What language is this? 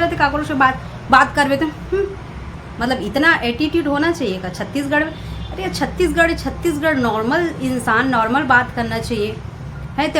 Chhattisgarhi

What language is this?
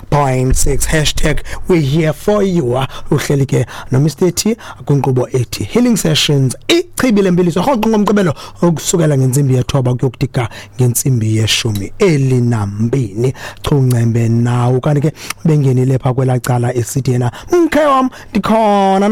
Xhosa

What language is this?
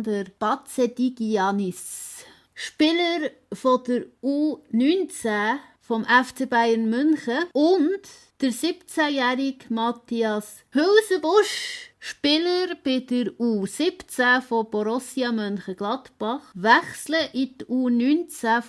Swiss German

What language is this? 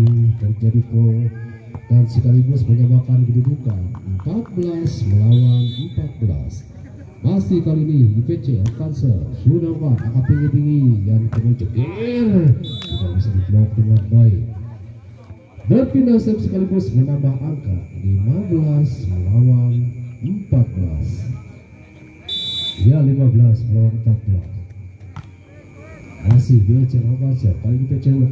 Indonesian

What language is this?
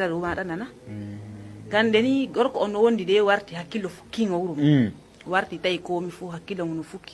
Nigerian Fulfulde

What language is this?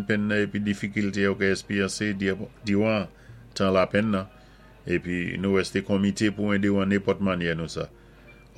Saint Lucian Creole French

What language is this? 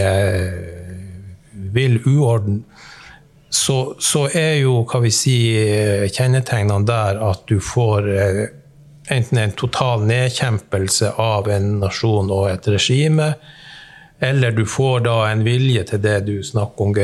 Norwegian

